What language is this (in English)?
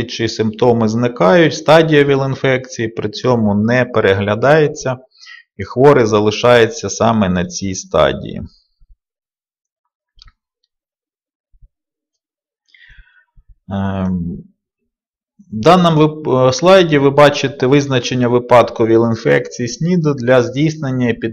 Ukrainian